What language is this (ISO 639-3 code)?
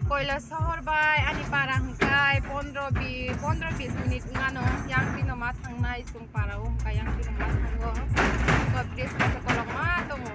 trp